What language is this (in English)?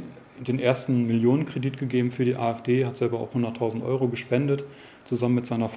German